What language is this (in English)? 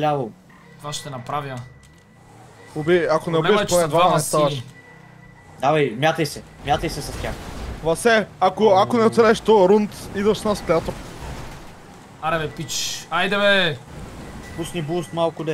Bulgarian